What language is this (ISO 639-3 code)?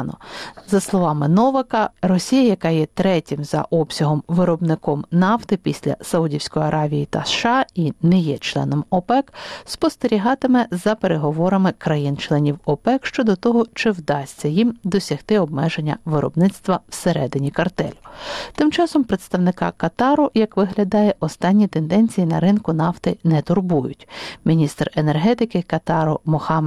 ukr